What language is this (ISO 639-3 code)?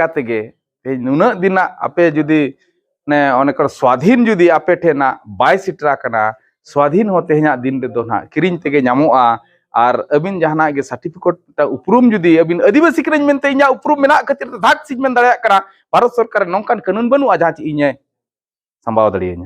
sat